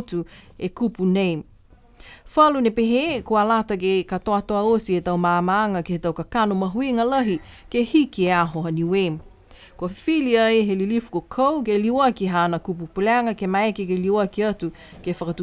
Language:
Niuean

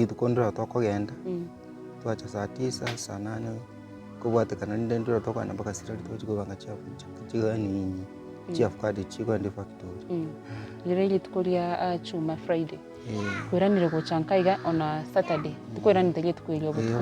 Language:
Gusii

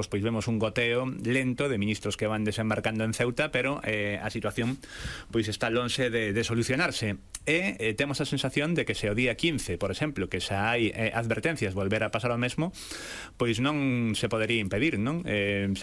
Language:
Galician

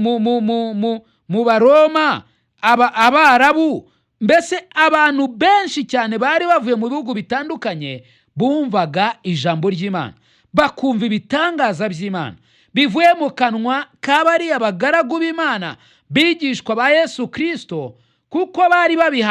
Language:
Kinyarwanda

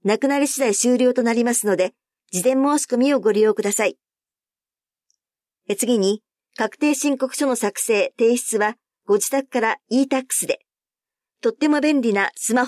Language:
Japanese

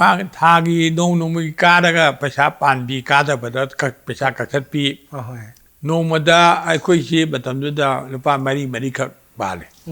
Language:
Manipuri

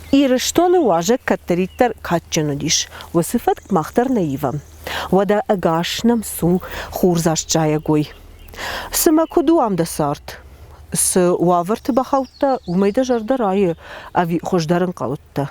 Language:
Ossetic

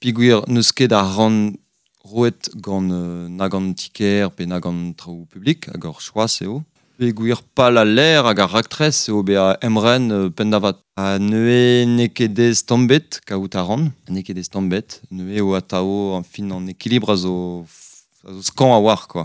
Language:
Breton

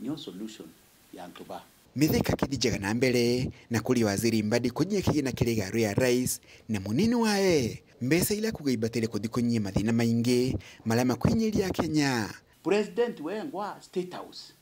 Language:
Meru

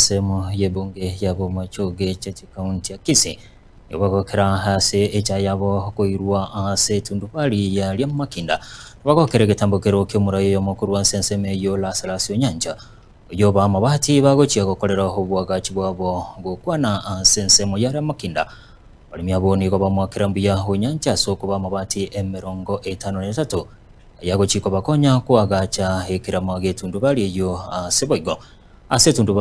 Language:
Gusii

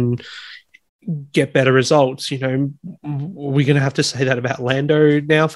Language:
English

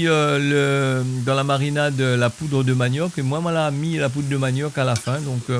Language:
Réunion Creole French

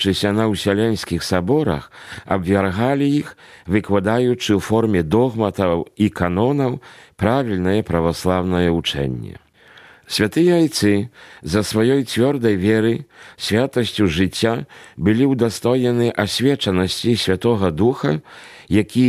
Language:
Belarusian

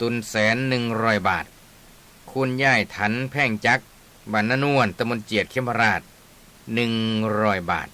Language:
Northeastern Thai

